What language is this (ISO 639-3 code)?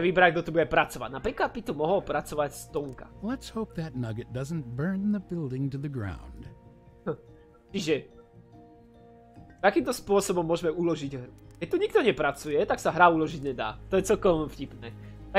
slk